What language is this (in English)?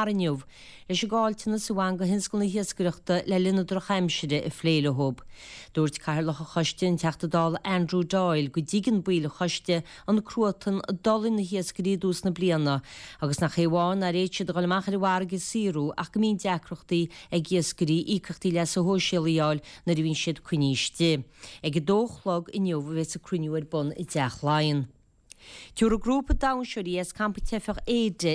Irish